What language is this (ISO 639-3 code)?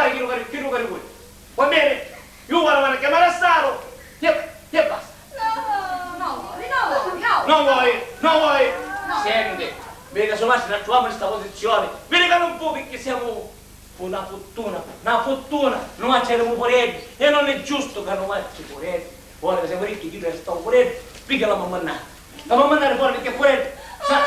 scn